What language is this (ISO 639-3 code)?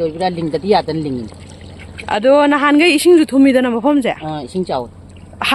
mni